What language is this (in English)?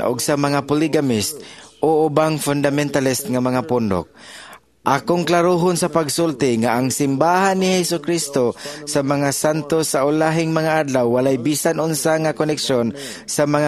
Cebuano